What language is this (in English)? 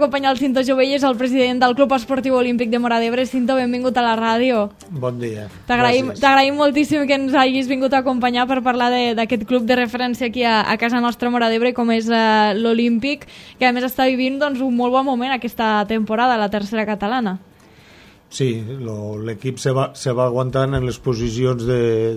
Catalan